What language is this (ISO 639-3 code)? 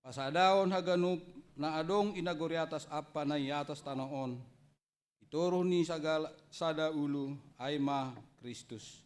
bts